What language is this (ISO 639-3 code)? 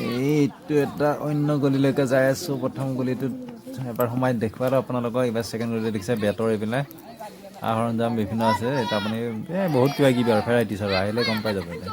asm